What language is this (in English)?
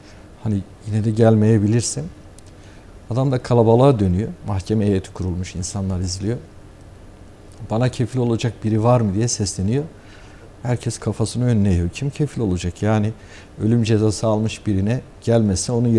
Turkish